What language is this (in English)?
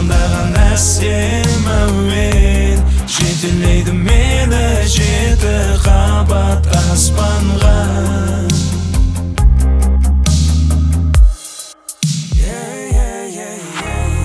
Kazakh